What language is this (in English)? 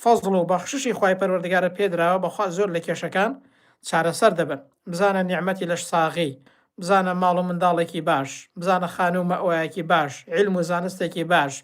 Central Kurdish